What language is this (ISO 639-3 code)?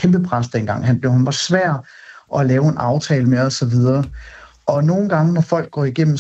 dan